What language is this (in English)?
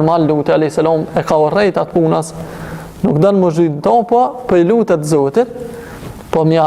Albanian